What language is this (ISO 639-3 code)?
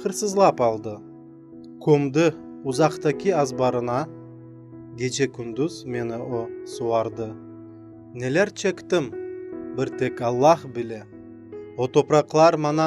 crh